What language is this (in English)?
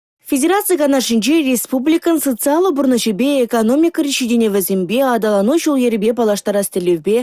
Chuvash